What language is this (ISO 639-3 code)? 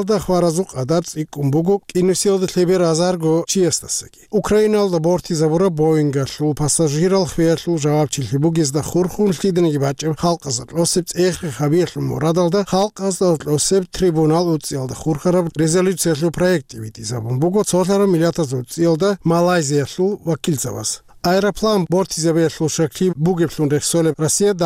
ava